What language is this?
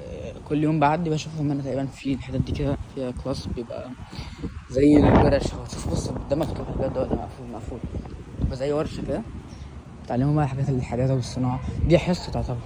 Egyptian Arabic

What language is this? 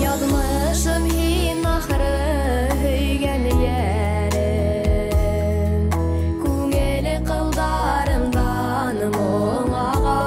Bashkir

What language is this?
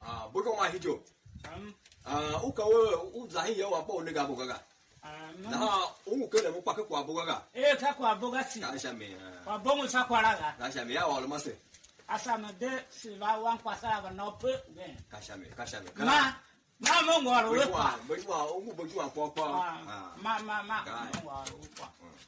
Tiv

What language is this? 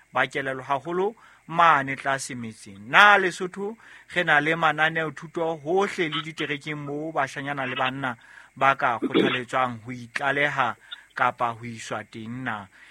Southern Sotho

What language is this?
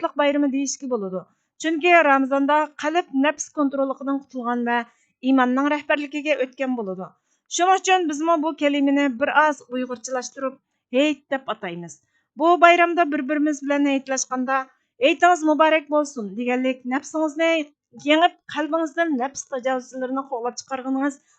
Uyghur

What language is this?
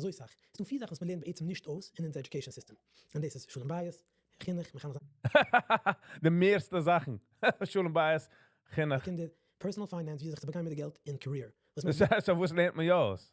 Yiddish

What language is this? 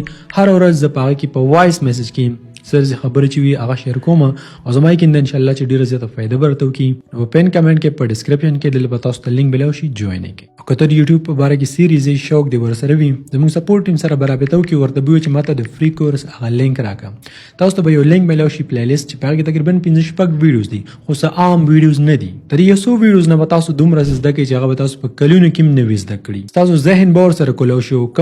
Pashto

